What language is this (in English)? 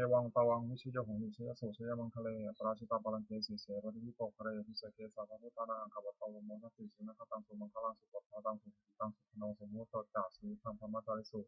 Pali